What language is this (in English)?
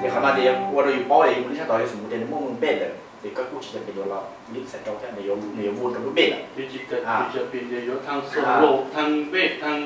Hmong